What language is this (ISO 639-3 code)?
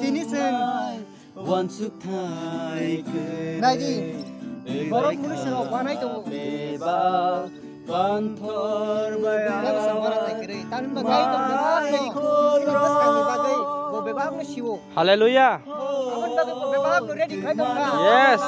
trp